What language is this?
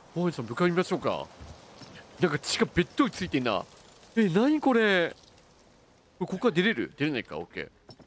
Japanese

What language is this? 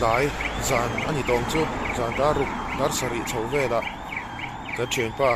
Mizo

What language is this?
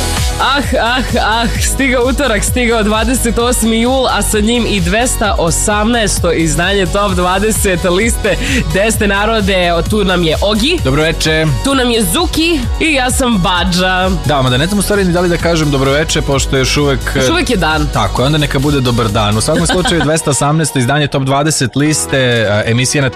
Serbian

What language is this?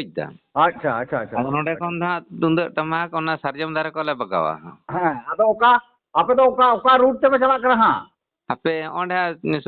Santali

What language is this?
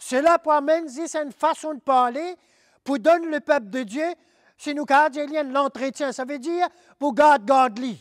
Morisyen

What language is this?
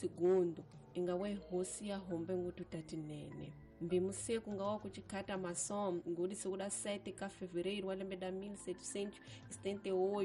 Tsonga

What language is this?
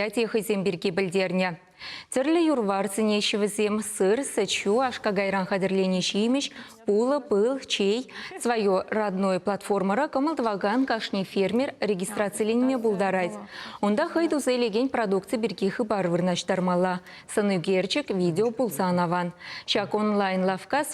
Chuvash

